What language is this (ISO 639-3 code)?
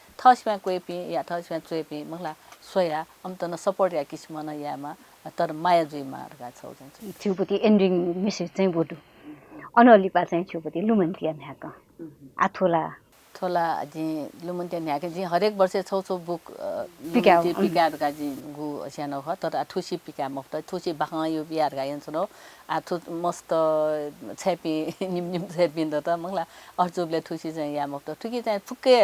new